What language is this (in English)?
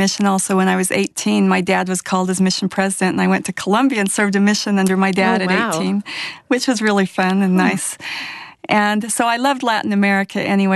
English